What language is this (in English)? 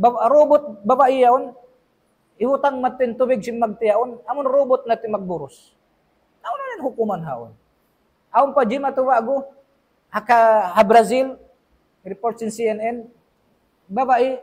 Tausug